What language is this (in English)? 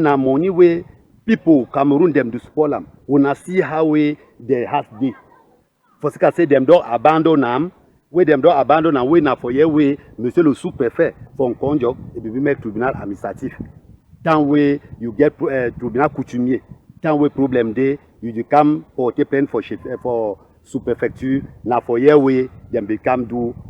Cameroon Pidgin